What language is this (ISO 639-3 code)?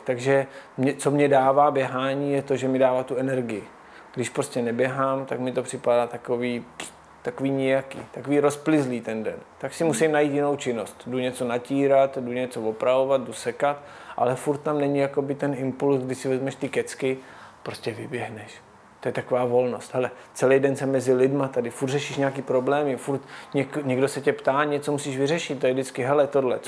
ces